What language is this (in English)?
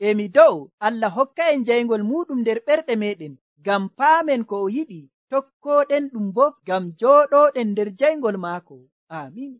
Nigerian Fulfulde